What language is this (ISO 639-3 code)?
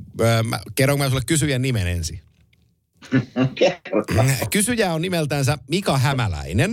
fin